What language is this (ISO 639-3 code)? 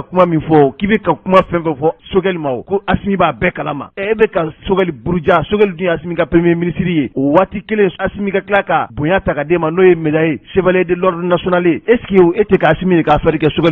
bam